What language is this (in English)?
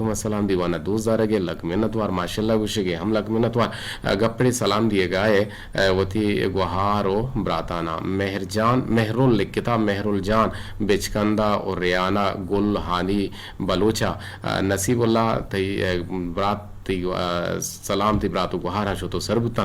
Eastern Balochi